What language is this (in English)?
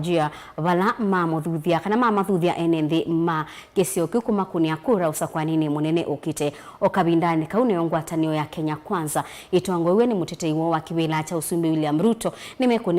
Kamba